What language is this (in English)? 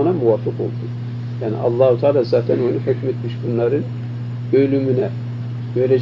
Turkish